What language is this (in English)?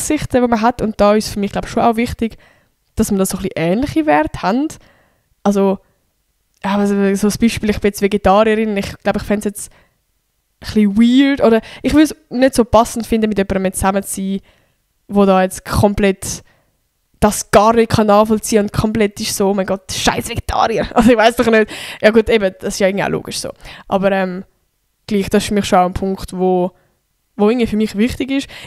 Swiss German